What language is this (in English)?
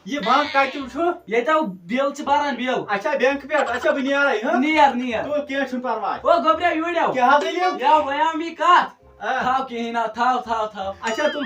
Kashmiri